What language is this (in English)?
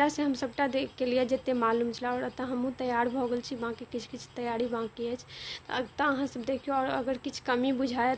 Maithili